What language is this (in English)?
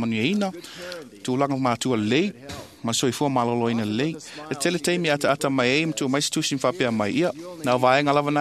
Samoan